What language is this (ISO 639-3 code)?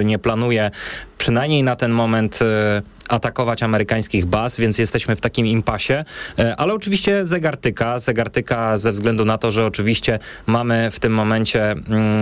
pol